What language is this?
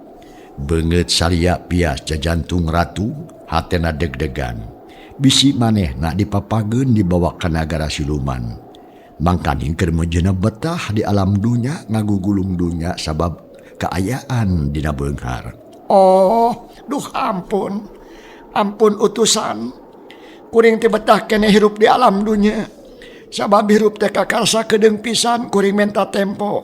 Sundanese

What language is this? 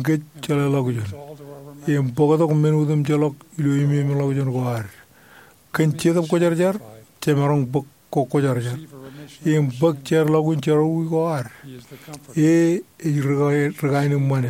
Marshallese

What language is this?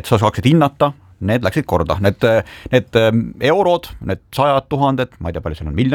Estonian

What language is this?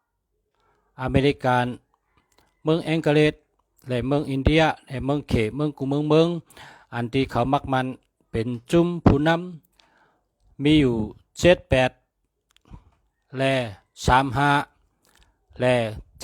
Shan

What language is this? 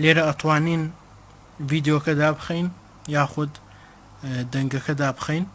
Central Kurdish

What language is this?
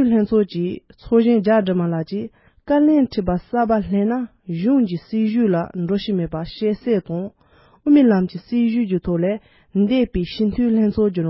Tibetan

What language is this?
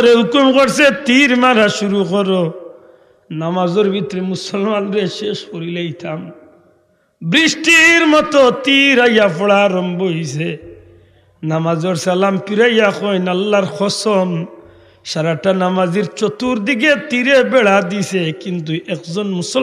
Sylheti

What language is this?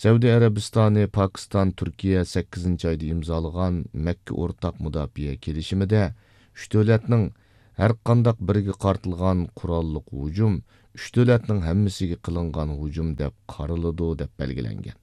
Uyghur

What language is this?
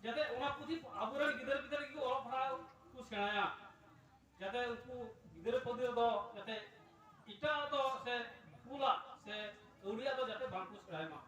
Santali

